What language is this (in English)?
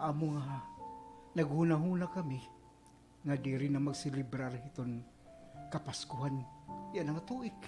Waray